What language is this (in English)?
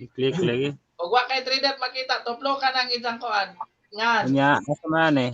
Cebuano